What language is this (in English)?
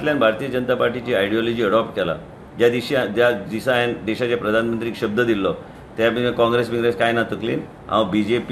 Konkani